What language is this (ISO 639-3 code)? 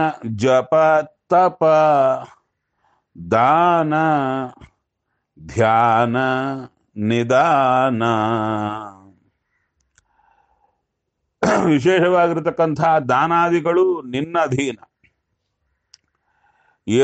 kan